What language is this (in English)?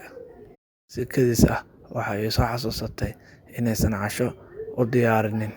Somali